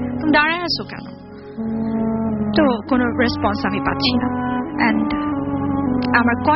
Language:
Bangla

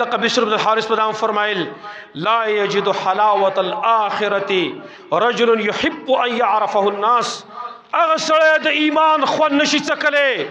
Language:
Pashto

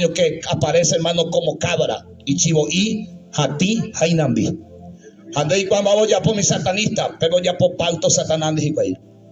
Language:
Guarani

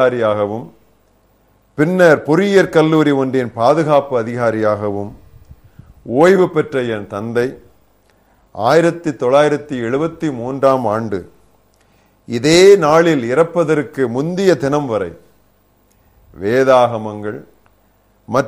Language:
Tamil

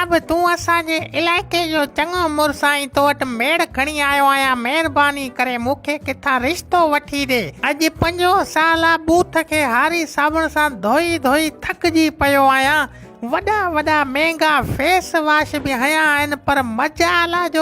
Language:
Sindhi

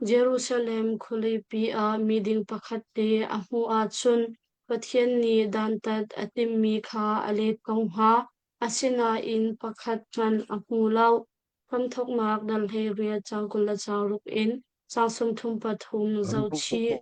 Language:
Hakha Chin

